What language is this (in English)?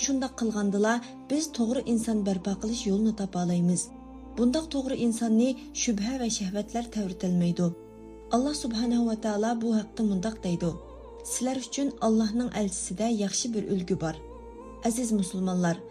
Uyghur